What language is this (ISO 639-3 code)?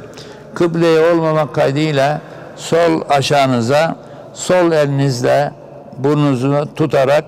tur